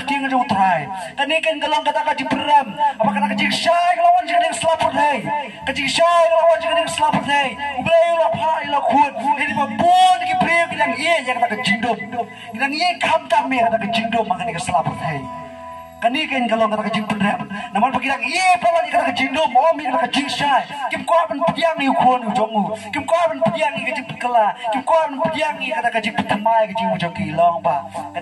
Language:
Khasi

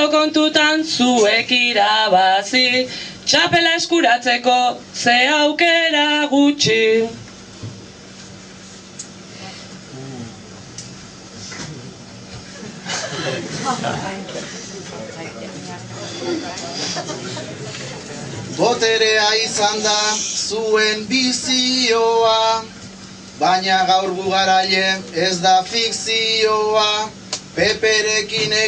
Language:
Basque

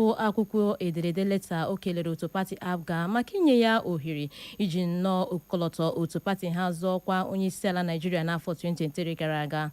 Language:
Igbo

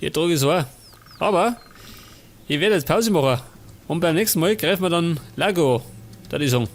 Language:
Bavarian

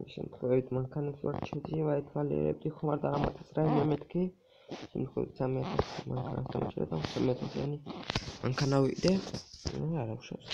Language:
Georgian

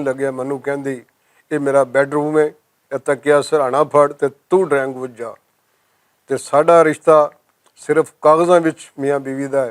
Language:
Western Panjabi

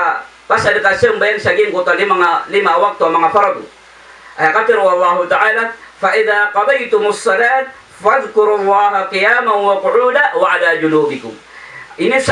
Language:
Maranao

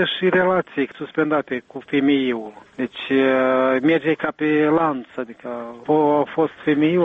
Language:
Romanian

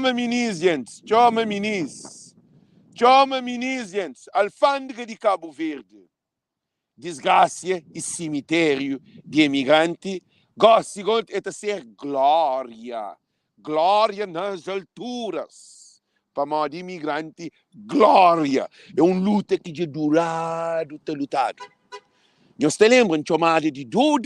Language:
Kabuverdianu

